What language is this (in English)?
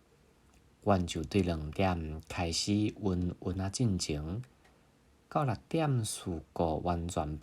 Min Nan Chinese